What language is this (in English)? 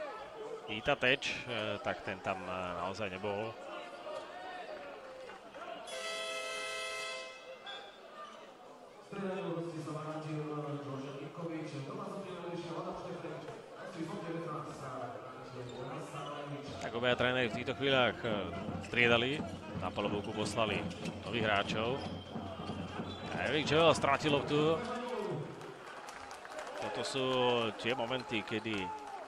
Slovak